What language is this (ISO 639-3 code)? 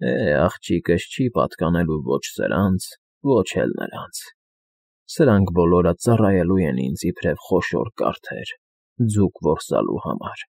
hye